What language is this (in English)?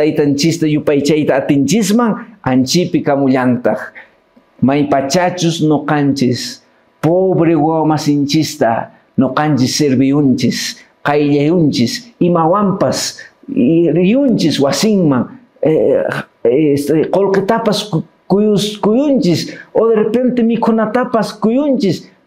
Quechua